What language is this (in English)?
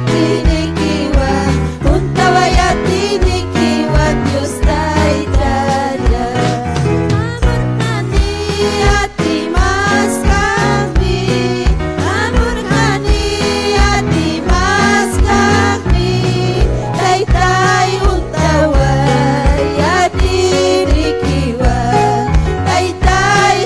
Ayacucho Quechua